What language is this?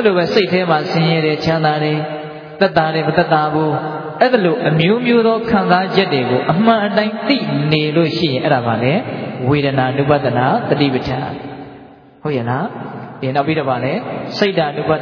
Burmese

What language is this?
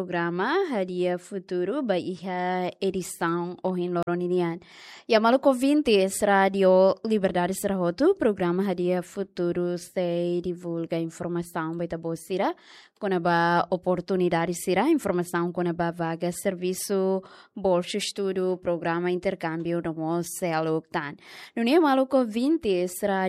Tetum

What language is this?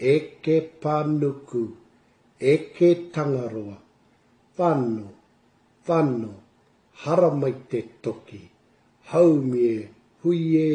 Māori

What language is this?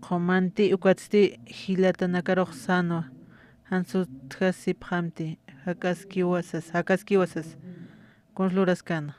Aymara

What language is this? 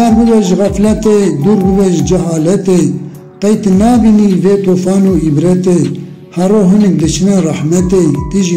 Kurdish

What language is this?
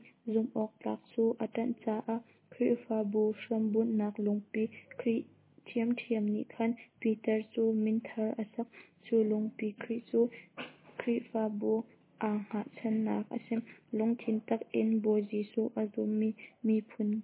Hakha Chin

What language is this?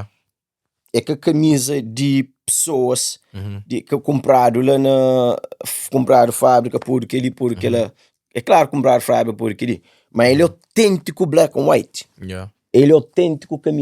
Kabuverdianu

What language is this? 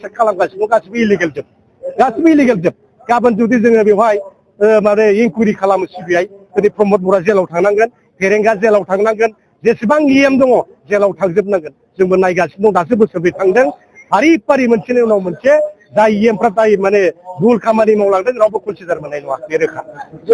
Bodo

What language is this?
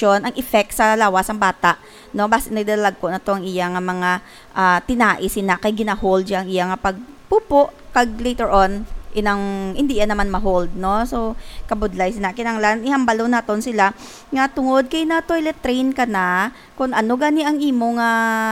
Hiligaynon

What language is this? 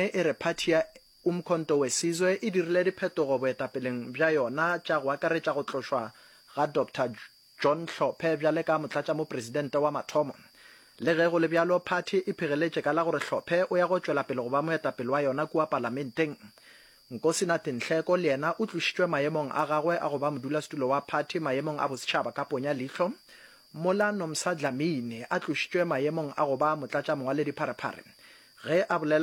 Northern Sotho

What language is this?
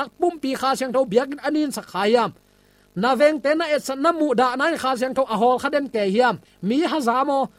Tedim Chin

